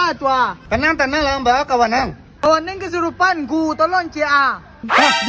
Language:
Minangkabau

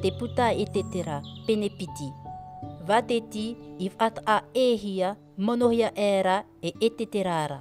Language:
Tahitian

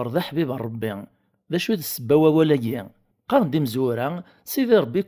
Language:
Kabyle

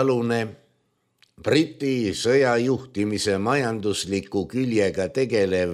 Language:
Estonian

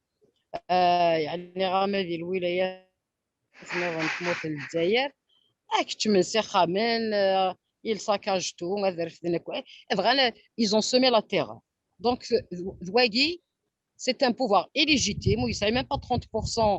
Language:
Kabyle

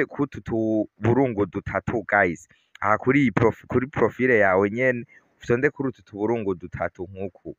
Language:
Rundi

